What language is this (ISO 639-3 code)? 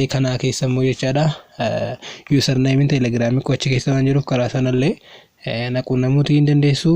orm